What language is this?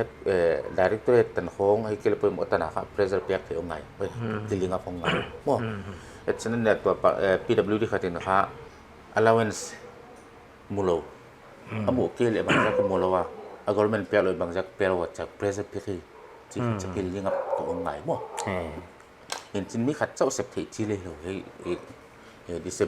Paite Chin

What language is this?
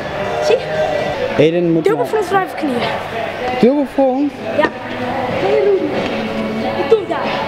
Dutch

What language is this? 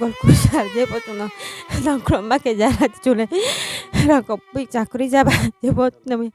Riang (India)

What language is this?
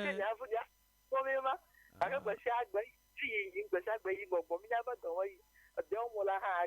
Ewe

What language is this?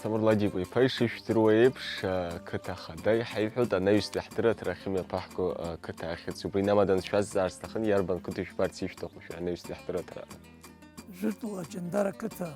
Abkhazian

